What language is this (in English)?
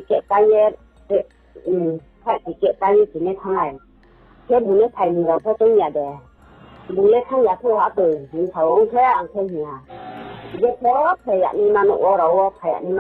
Riang (India)